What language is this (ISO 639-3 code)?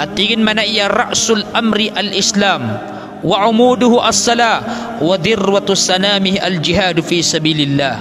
mrw